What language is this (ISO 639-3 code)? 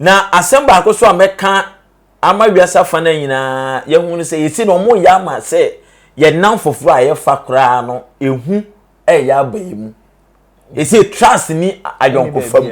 aka